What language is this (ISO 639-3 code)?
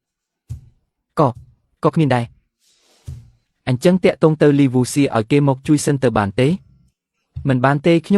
khm